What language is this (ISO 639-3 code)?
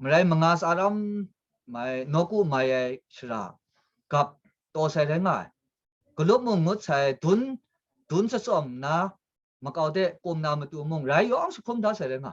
kac